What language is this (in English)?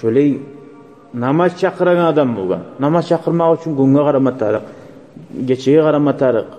Kumyk